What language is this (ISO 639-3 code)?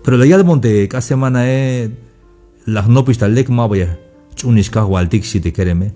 tzh